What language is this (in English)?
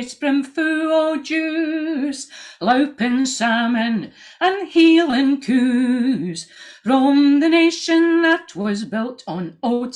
Scots